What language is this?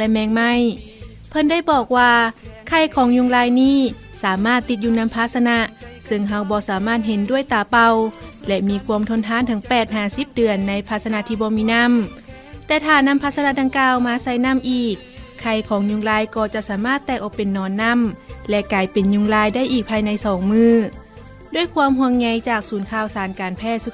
Lao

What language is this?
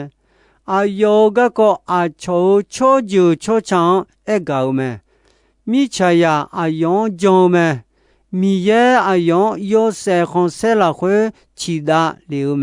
Akha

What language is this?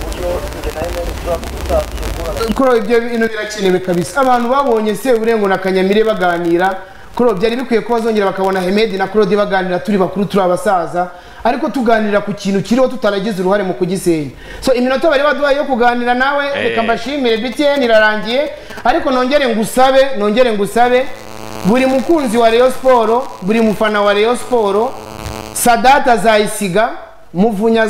Kinyarwanda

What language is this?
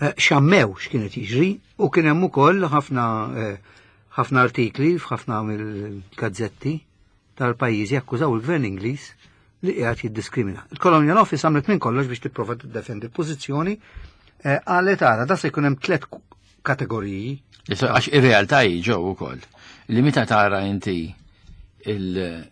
Maltese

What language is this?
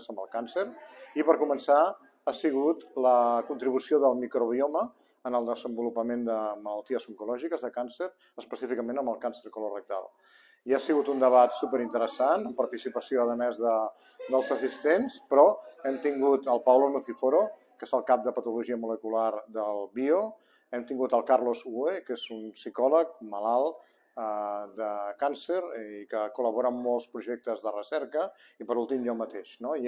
Catalan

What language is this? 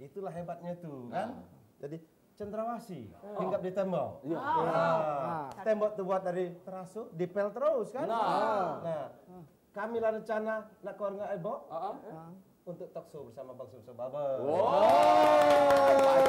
Musi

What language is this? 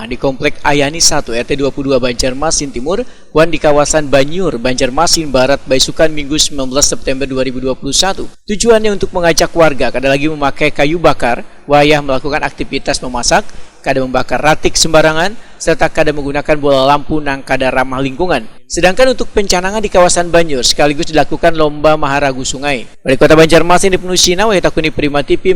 Banjar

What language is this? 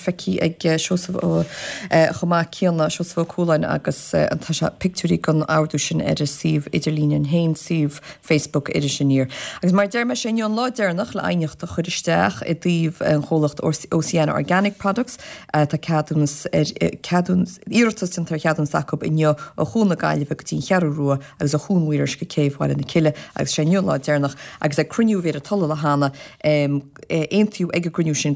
Irish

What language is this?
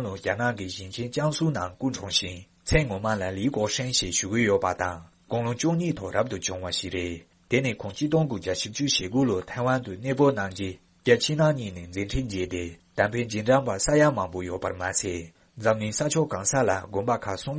Tibetan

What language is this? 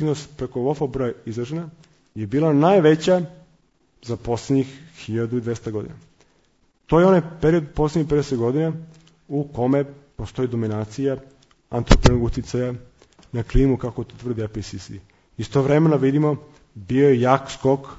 Serbian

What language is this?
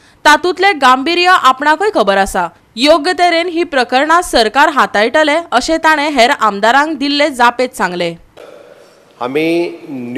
Konkani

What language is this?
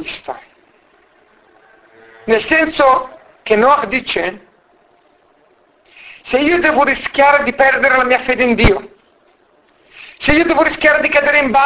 Italian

